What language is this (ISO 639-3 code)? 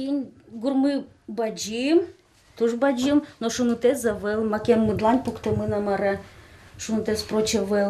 udm